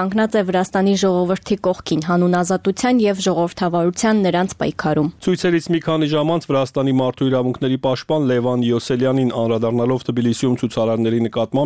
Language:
Armenian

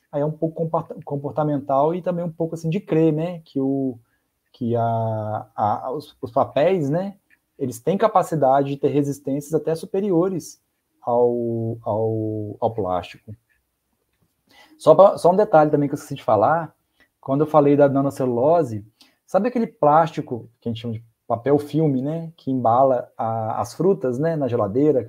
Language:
Portuguese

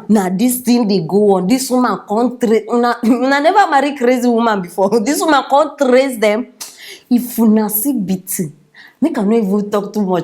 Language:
Nigerian Pidgin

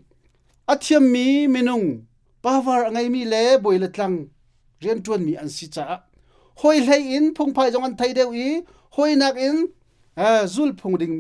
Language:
Hakha Chin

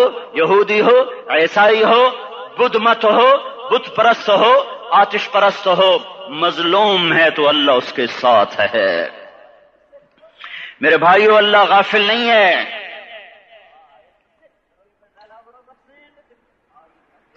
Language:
Urdu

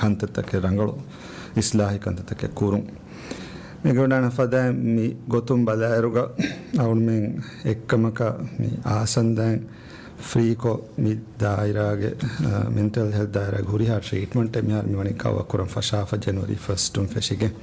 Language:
Divehi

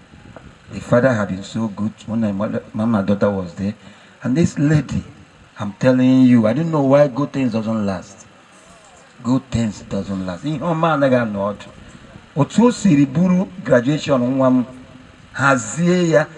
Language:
Igbo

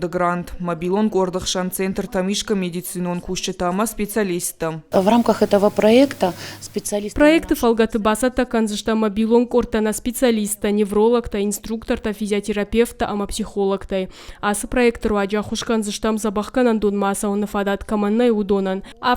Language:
Ossetic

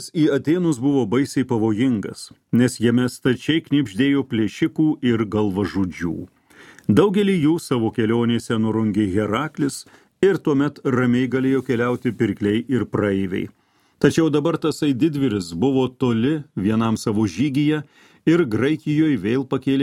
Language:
Lithuanian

